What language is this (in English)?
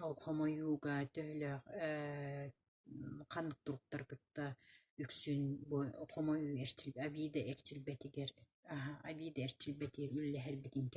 Yakut